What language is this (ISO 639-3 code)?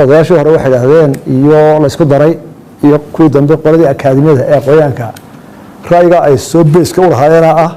som